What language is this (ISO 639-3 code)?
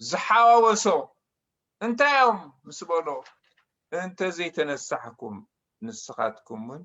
tir